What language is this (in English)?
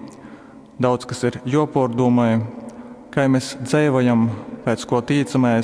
Latgalian